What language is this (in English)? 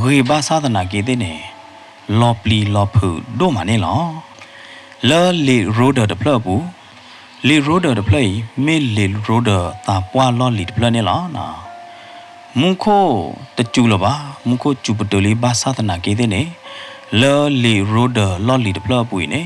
S'gaw Karen